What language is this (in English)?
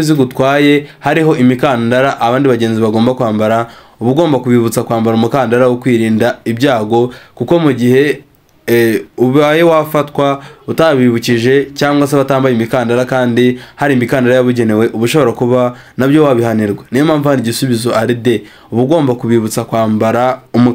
Kinyarwanda